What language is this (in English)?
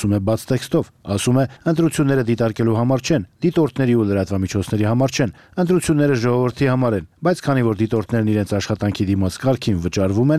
Armenian